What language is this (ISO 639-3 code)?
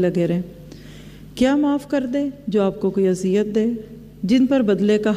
urd